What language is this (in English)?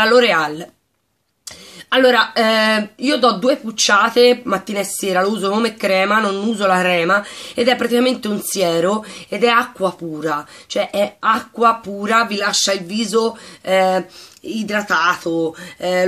Italian